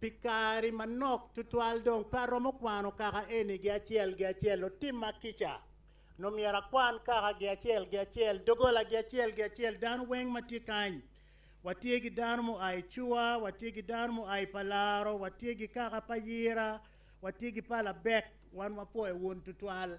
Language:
Acoli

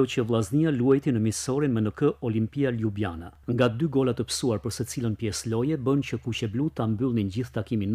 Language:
Albanian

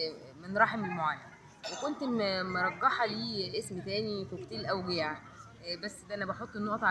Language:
Egyptian Arabic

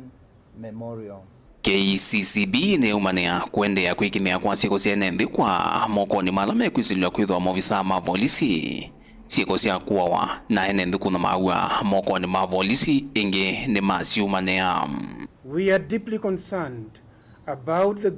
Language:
Kamba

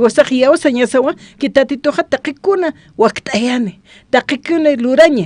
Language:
Aymara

